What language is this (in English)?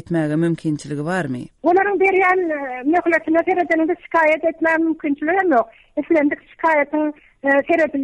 Turkmen